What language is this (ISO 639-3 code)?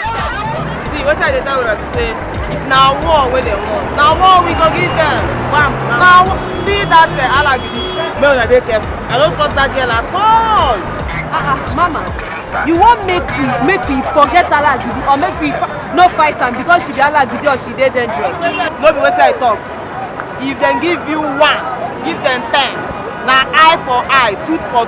pcm